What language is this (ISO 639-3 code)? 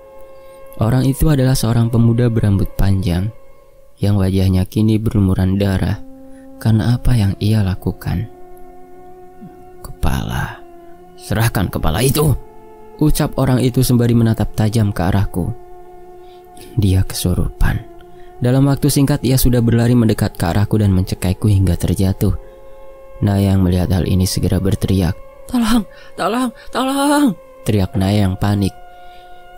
ind